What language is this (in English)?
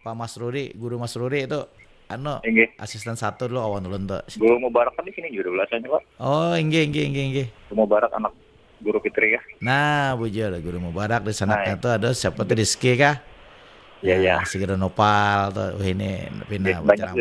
Banjar